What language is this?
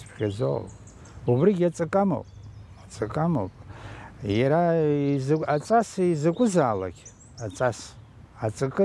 Abkhazian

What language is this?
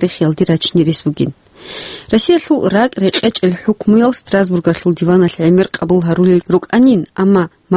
Avaric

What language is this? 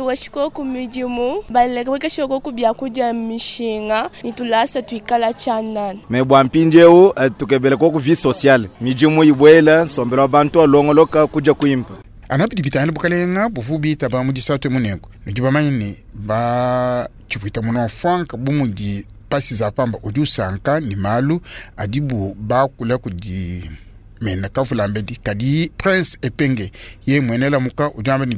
Luba-Lulua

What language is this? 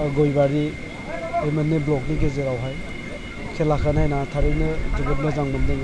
Bodo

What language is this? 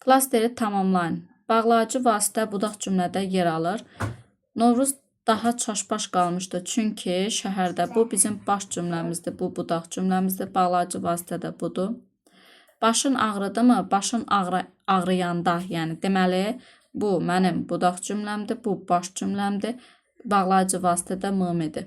Azerbaijani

